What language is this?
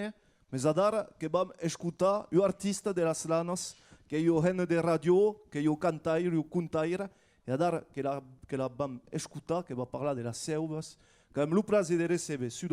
Occitan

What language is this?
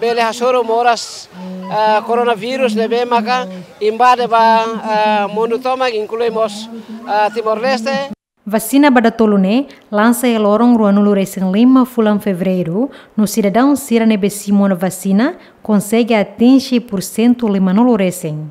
Tetum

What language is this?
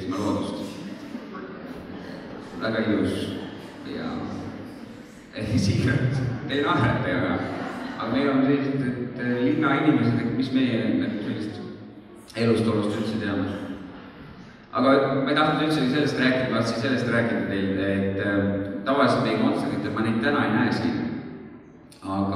Estonian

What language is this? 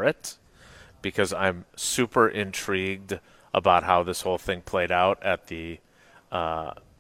English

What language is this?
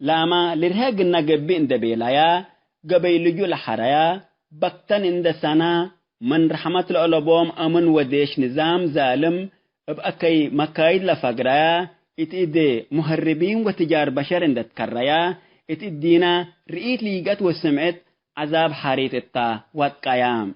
Tigre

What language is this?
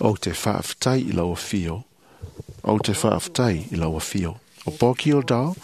Samoan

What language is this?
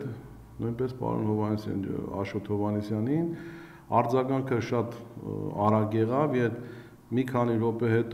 Armenian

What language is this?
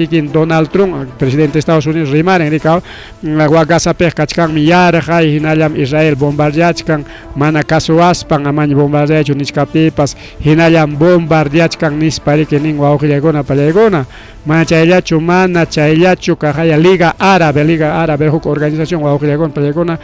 Ayacucho Quechua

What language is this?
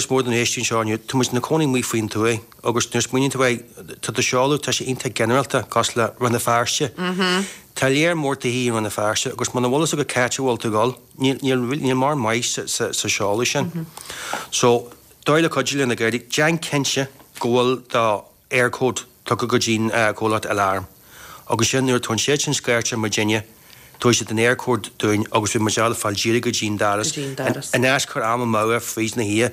Irish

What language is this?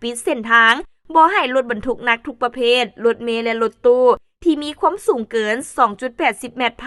Lao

